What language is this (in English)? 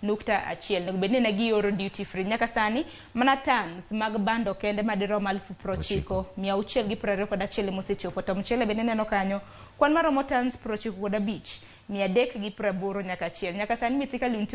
Luo (Kenya and Tanzania)